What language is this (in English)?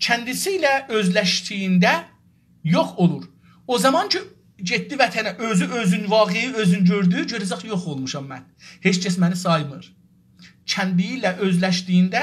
South Azerbaijani